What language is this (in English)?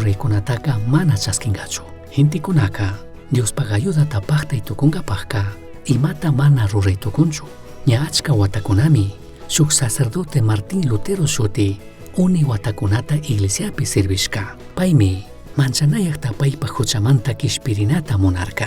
Chimborazo Highland Quichua